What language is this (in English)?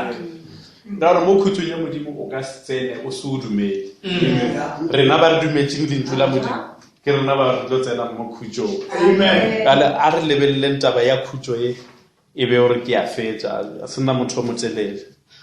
Northern Sotho